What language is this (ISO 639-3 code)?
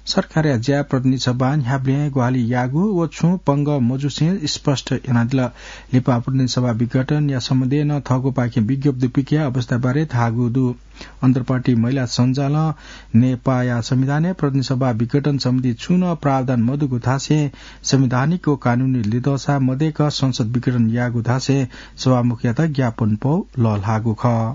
new